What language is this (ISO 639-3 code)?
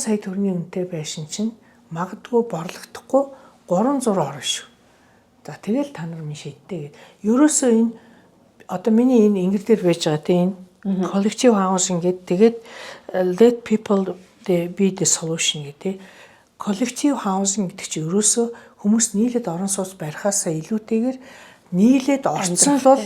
mon